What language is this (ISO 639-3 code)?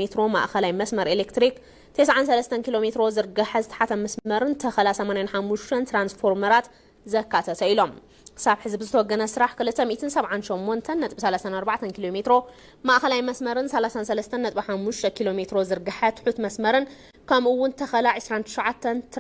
tir